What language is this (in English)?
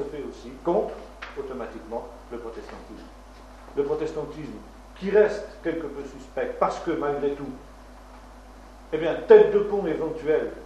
French